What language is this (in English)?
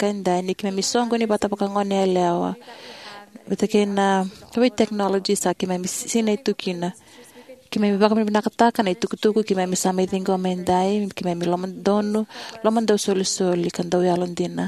Fijian